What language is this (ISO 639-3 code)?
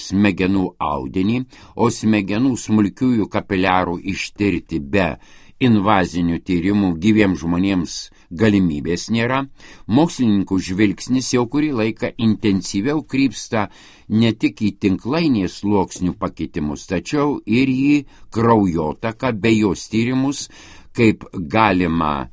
lit